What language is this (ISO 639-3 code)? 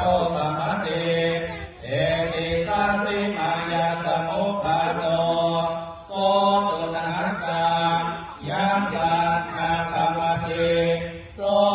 pli